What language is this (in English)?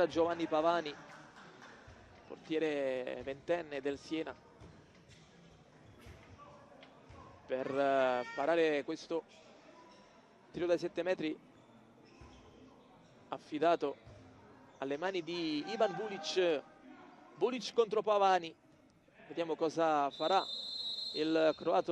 Italian